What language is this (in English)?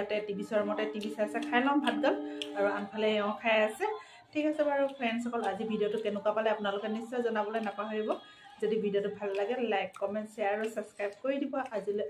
Assamese